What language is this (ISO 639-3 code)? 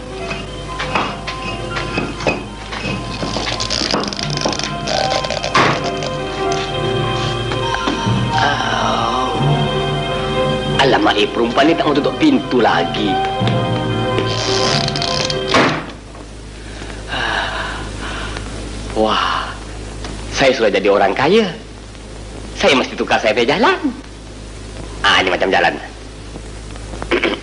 msa